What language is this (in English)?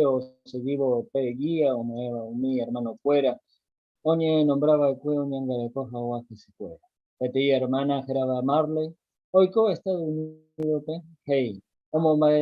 Guarani